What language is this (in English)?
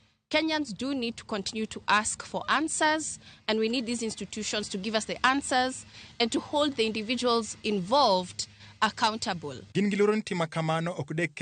Luo (Kenya and Tanzania)